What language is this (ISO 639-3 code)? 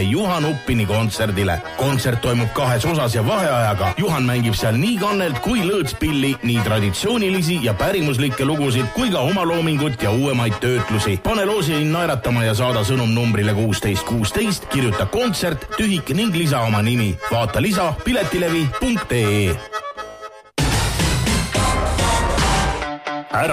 est